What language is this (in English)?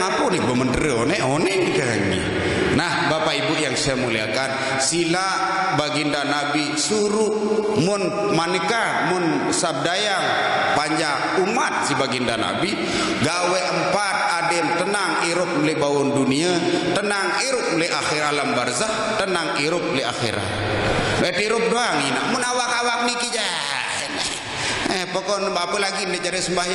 Sasak